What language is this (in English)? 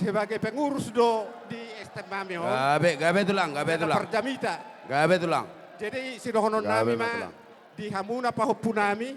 Batak Toba